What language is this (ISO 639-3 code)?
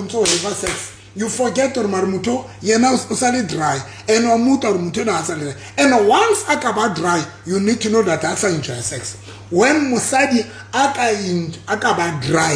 sot